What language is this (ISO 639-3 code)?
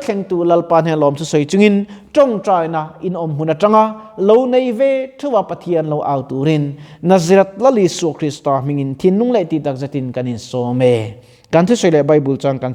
lus